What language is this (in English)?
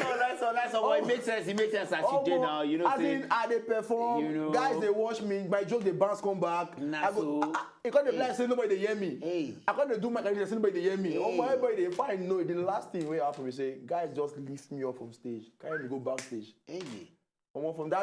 Nigerian Pidgin